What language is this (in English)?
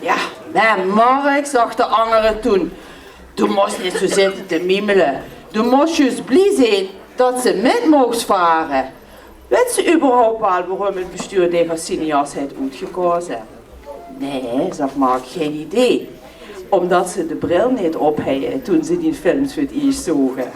Limburgish